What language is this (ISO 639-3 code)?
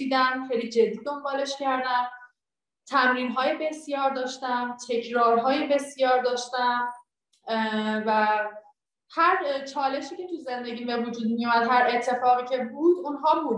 fas